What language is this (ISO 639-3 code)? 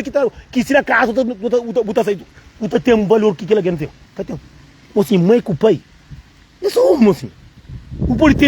kea